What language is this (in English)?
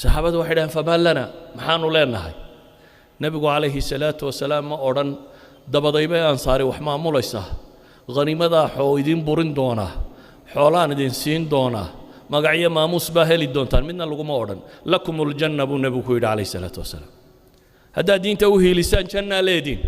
Somali